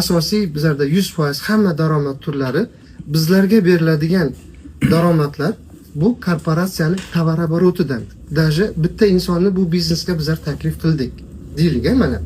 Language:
Uzbek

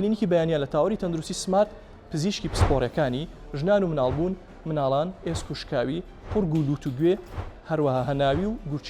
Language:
Central Kurdish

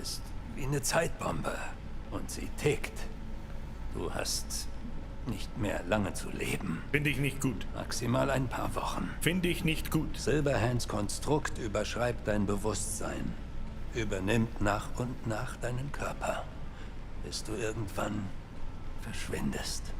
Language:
Bavarian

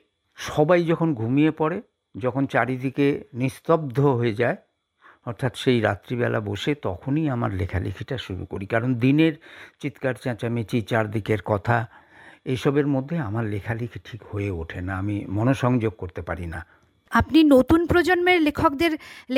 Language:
Bangla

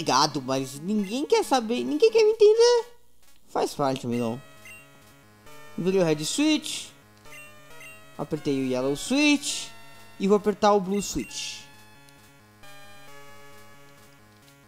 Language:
Portuguese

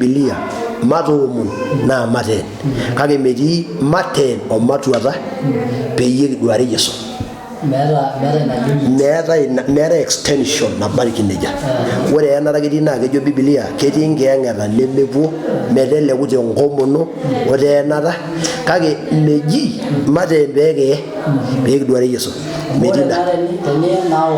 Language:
Masai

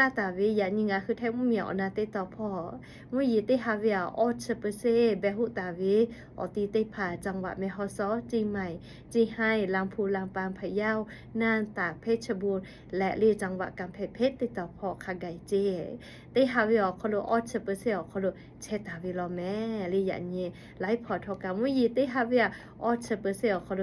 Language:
Lahu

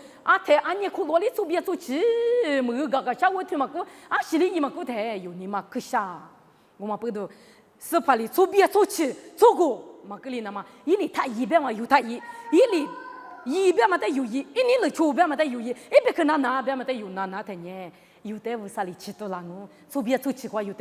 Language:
Lisu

